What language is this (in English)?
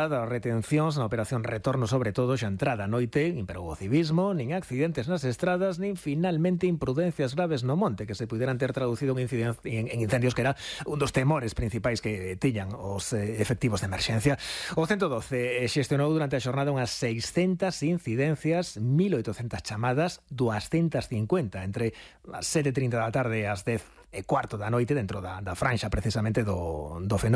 Galician